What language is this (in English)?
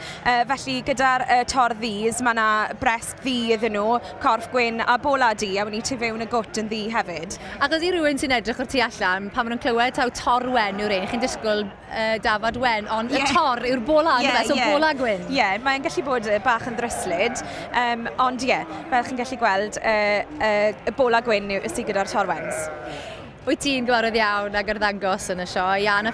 Welsh